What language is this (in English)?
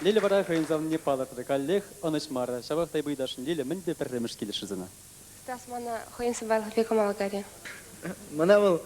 Chuvash